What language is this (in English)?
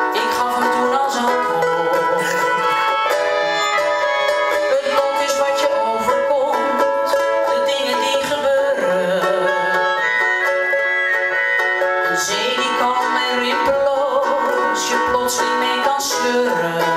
Dutch